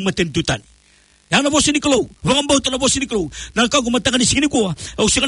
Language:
Fijian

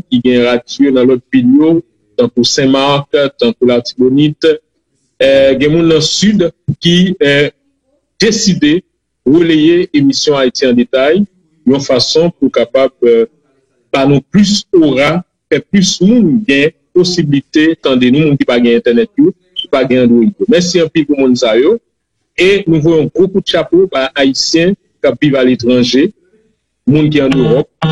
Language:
Haitian Creole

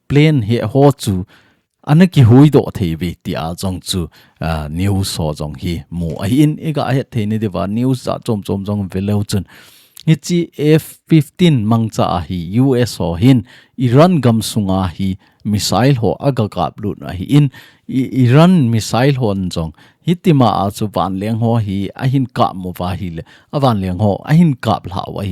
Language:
Thado Chin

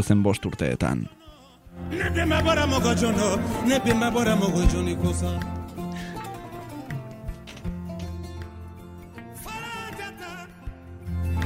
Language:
Basque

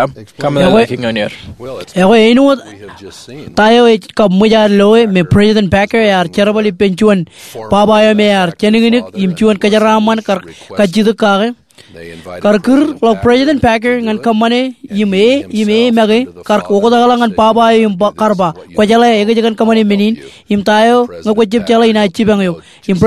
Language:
Marshallese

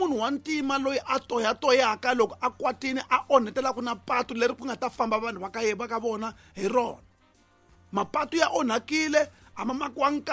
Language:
Tsonga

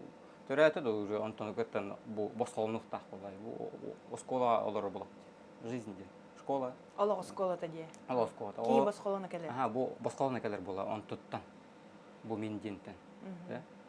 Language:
Yakut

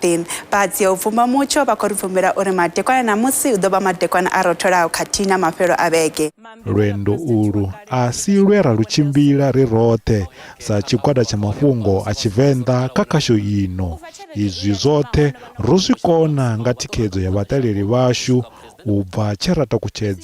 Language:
Venda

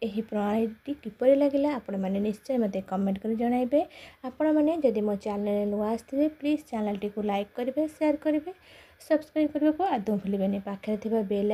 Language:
Odia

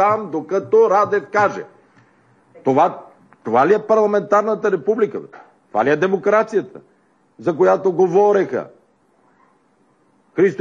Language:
Bulgarian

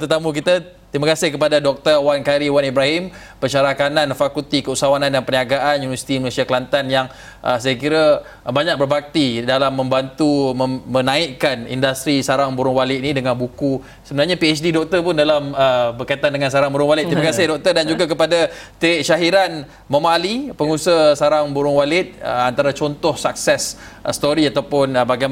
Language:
Malay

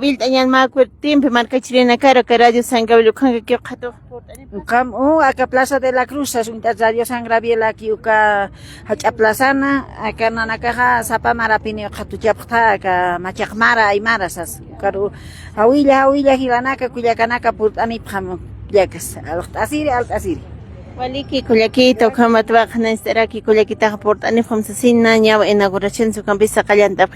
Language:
Aymara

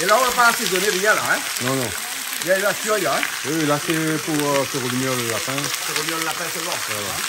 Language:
Réunion Creole French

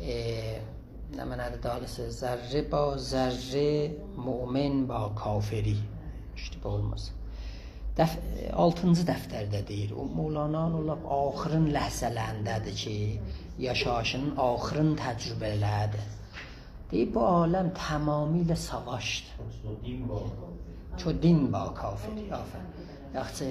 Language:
South Azerbaijani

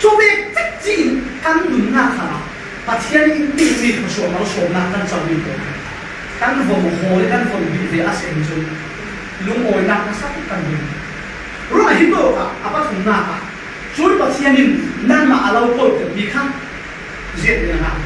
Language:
Falam Chin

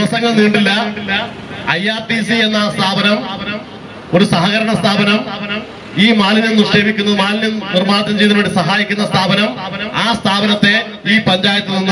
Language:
Malayalam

